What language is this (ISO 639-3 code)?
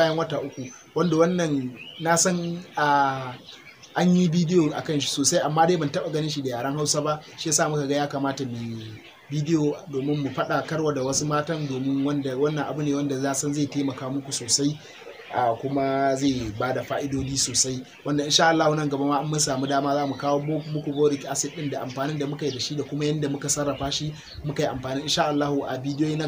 hau